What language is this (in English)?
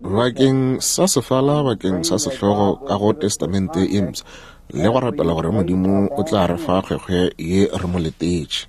Northern Sotho